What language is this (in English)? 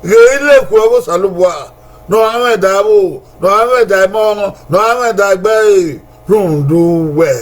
Bini